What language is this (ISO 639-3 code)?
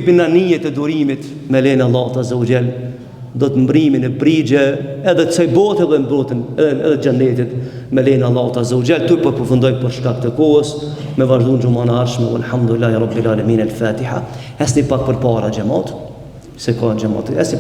sqi